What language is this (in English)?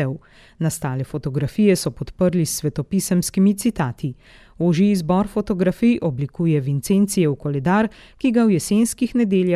Slovenian